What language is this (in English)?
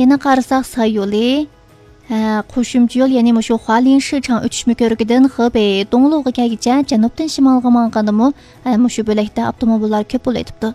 Uyghur